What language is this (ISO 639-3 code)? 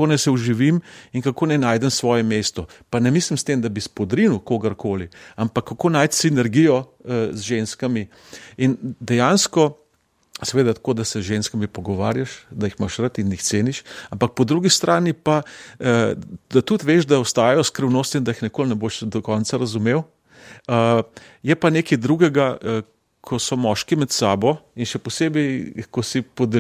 slv